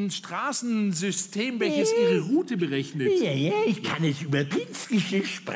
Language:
Swiss German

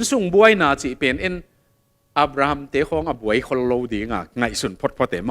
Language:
Tedim Chin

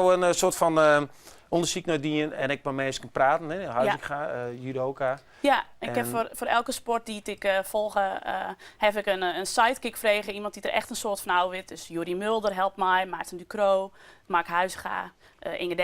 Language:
Western Frisian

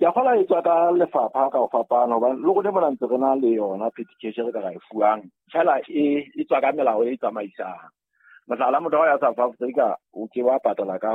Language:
Southern Sotho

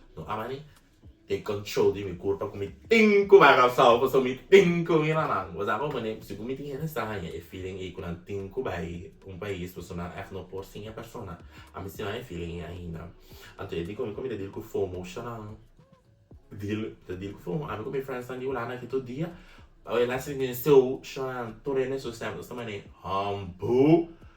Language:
Papiamento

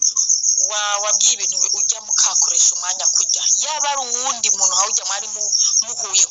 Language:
Rundi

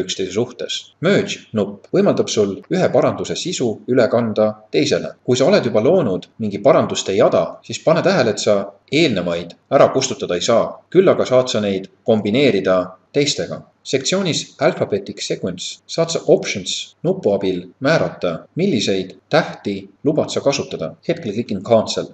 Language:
Estonian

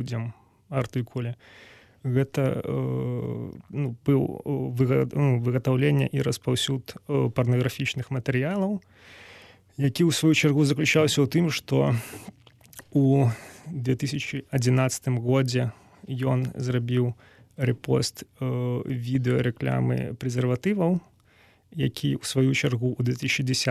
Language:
Belarusian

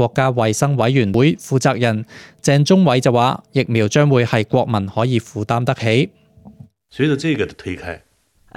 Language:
Cantonese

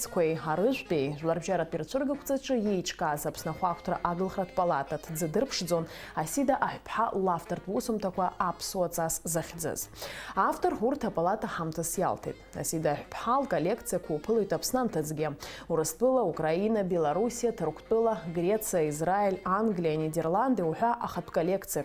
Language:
Abkhazian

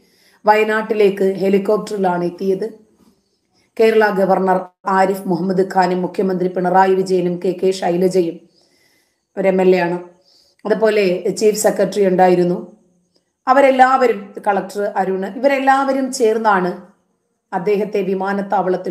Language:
Malayalam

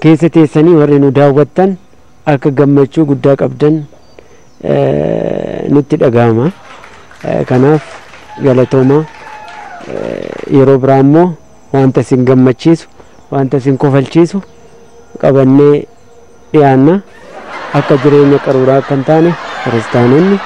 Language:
Oromo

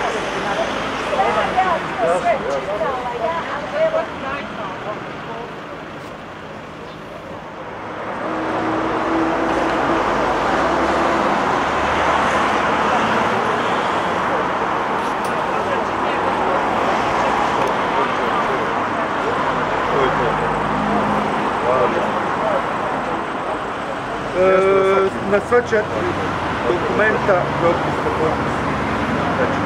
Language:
Bosnian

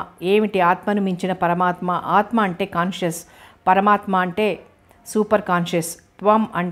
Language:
Telugu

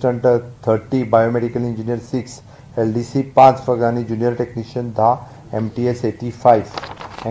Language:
Konkani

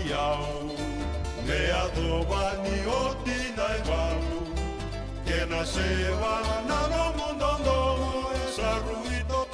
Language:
Fijian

